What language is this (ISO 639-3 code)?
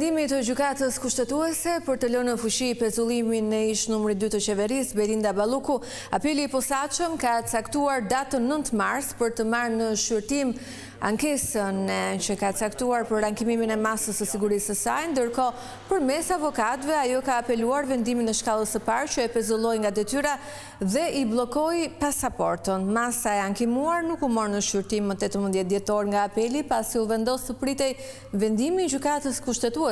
sqi